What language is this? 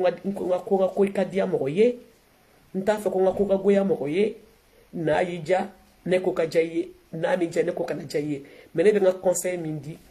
Bambara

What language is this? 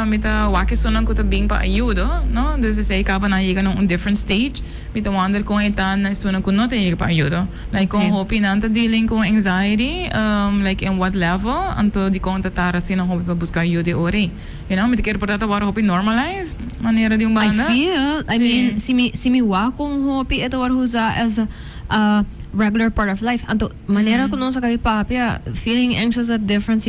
Papiamento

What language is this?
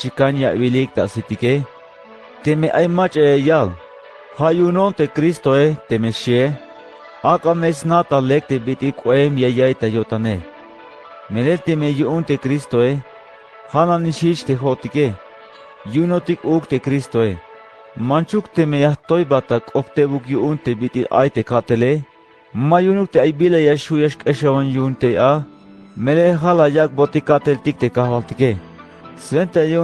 Tzeltal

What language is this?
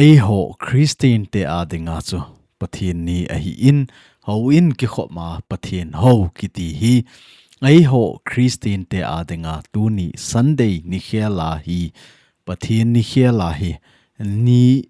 Thado Chin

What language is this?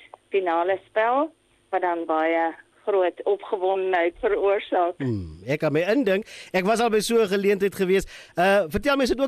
Afrikaans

